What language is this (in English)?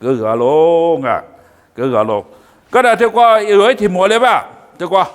Lisu